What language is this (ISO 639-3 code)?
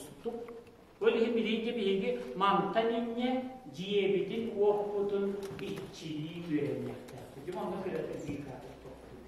sah